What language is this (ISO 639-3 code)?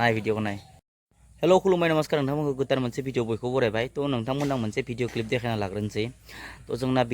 brx